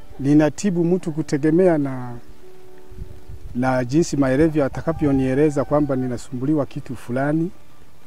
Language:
Swahili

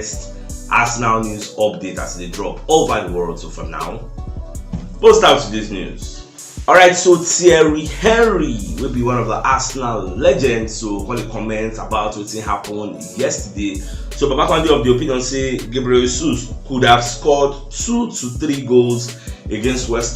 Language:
Nigerian Pidgin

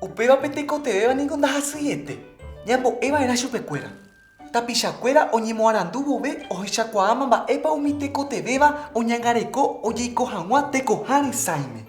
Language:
Guarani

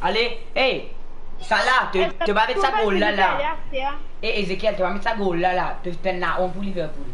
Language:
Morisyen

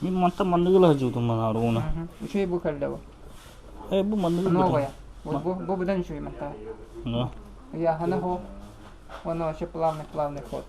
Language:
Yakut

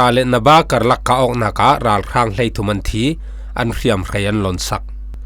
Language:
Falam Chin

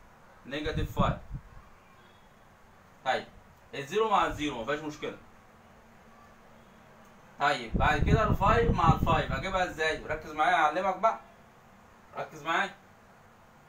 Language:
Egyptian Arabic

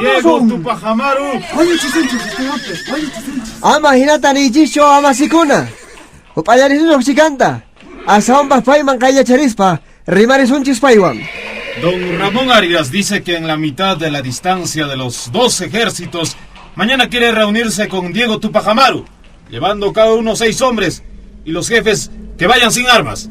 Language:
Quechua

